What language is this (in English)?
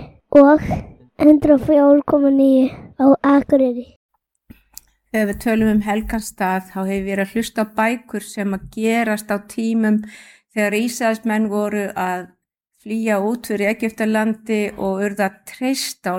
Icelandic